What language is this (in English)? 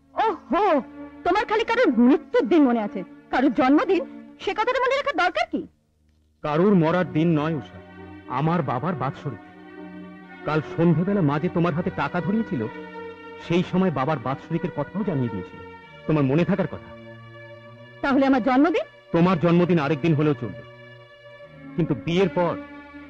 Bangla